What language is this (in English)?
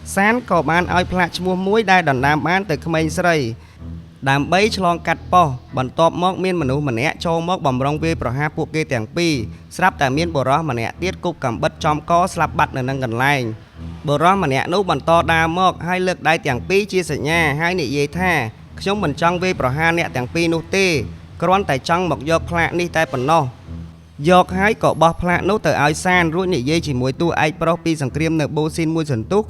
Khmer